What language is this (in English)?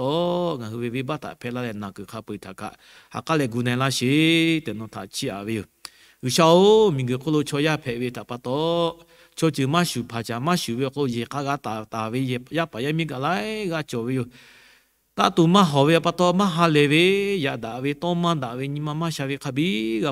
Lahu